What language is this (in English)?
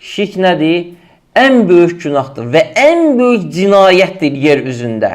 Azerbaijani